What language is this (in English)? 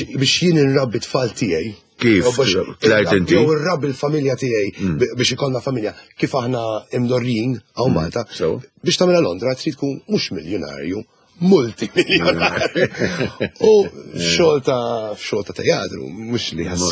Maltese